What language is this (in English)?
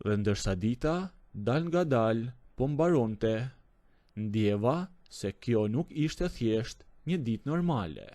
Albanian